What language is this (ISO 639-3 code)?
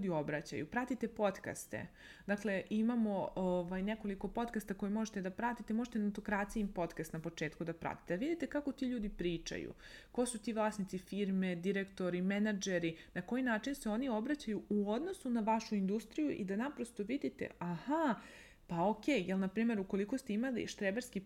srp